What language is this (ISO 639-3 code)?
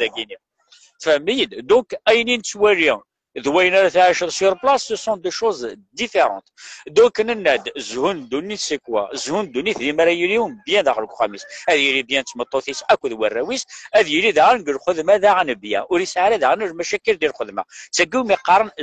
kab